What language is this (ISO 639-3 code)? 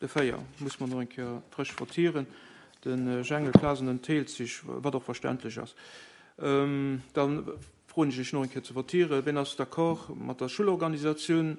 ltz